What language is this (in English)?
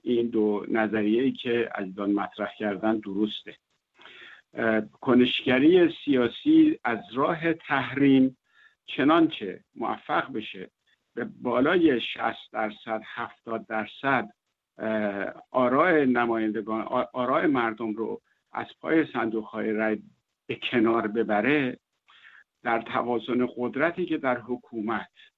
Persian